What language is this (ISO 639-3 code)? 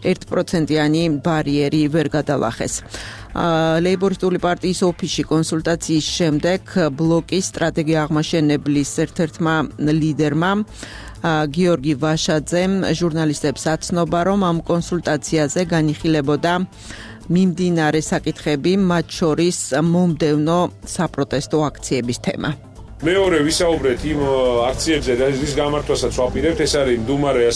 kat